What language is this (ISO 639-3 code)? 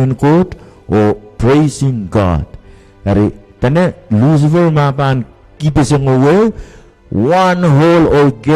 pon